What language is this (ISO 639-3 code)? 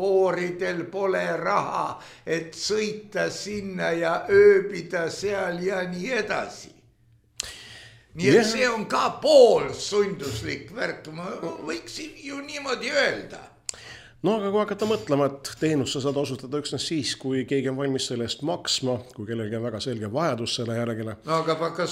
est